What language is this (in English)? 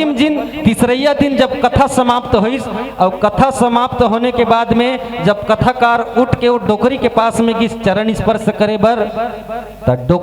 Chhattisgarhi